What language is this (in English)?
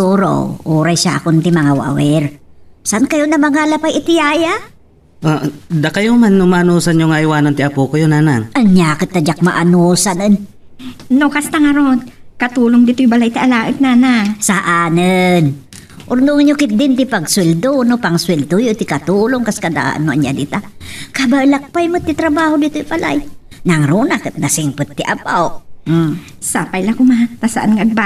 Iloko